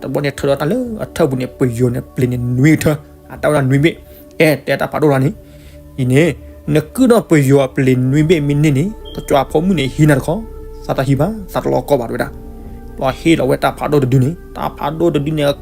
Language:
S'gaw Karen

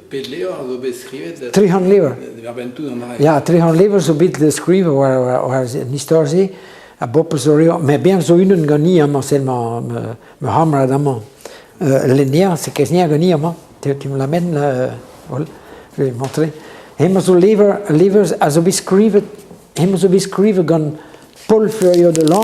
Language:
Breton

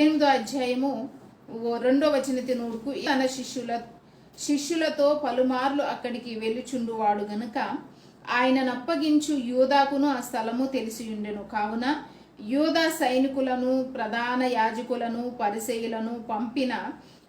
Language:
Koya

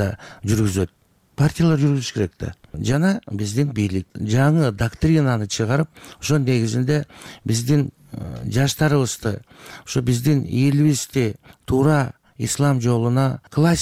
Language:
Kyrgyz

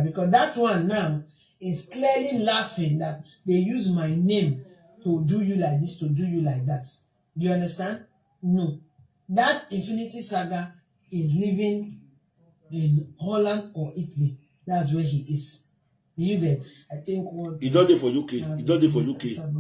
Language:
Nigerian Pidgin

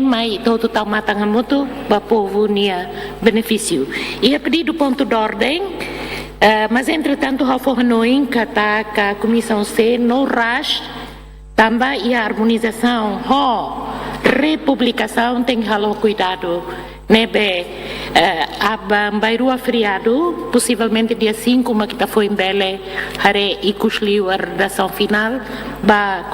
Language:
Tetum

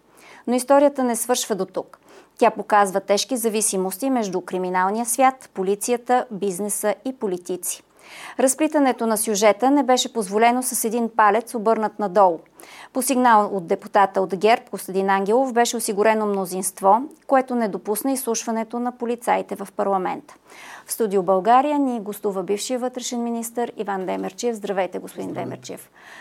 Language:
Bulgarian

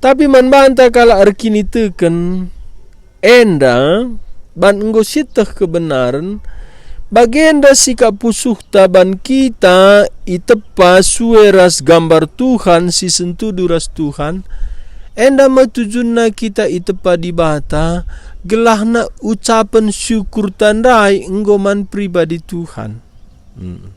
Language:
Batak Karo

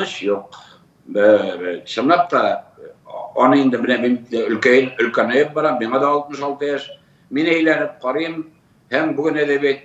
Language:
Tatar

